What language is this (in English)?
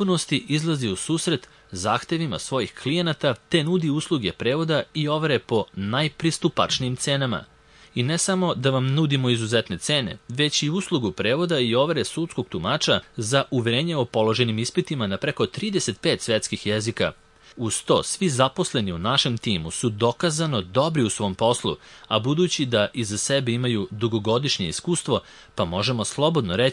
Serbian